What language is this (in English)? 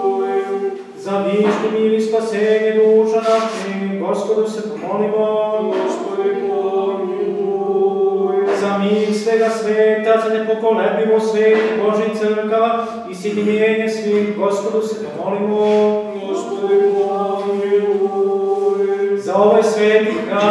Serbian